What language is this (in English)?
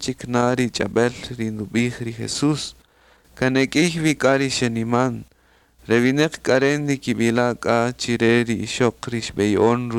Kaqchikel